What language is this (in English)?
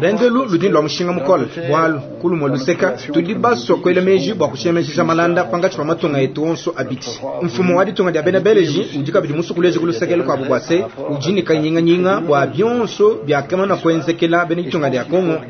Luba-Lulua